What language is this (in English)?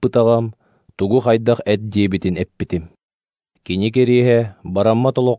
Yakut